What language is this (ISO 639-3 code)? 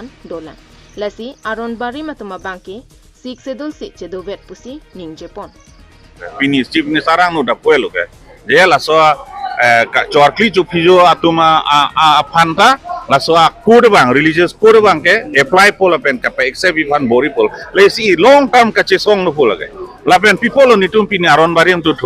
mjw